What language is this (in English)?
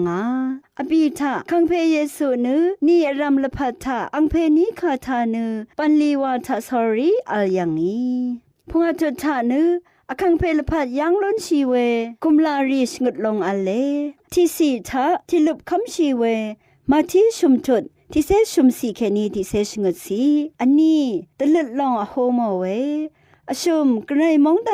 Rawang